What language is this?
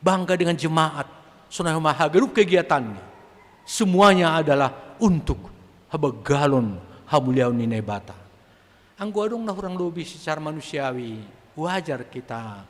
Batak Simalungun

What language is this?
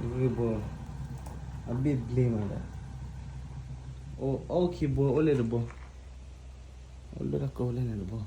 S'gaw Karen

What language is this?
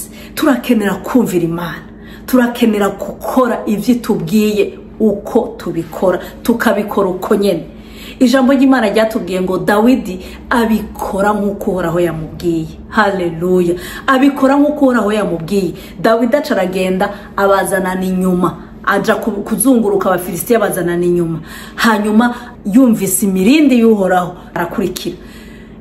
Rundi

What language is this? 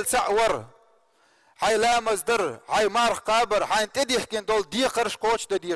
Chechen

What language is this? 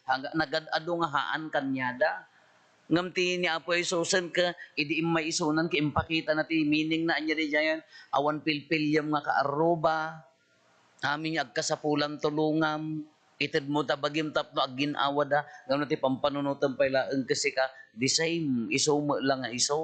Iloko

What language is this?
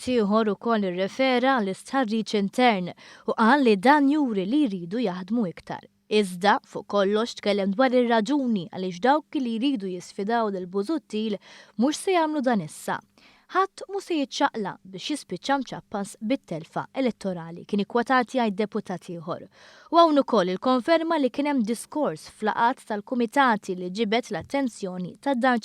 Maltese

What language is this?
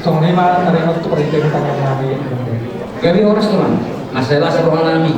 Batak Toba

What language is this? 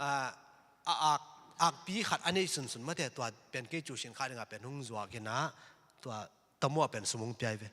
Tedim Chin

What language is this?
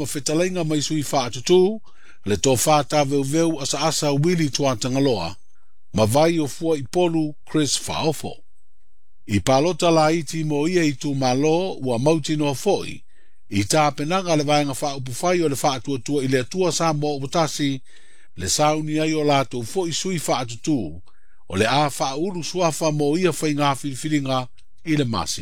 Samoan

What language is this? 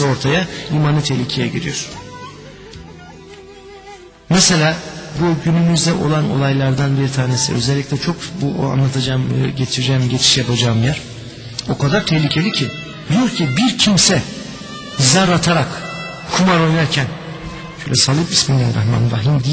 Turkish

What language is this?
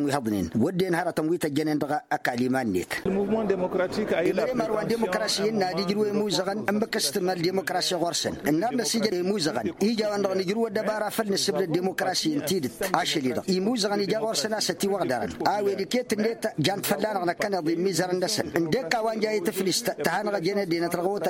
Tamasheq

